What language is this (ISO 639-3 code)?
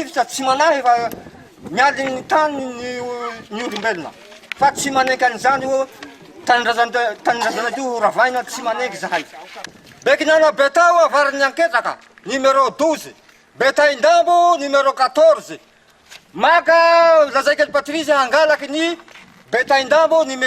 mlg